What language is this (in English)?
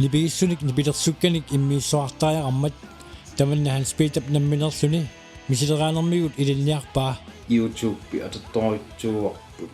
Kalaallisut